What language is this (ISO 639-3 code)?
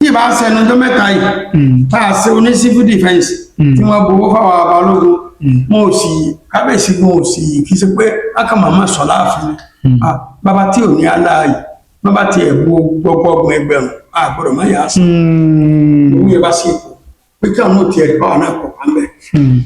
yor